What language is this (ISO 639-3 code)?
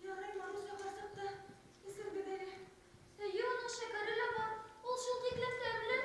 bak